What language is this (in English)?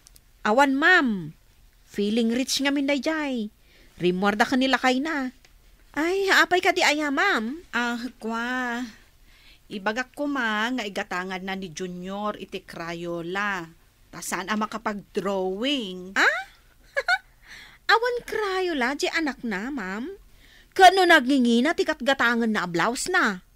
Iloko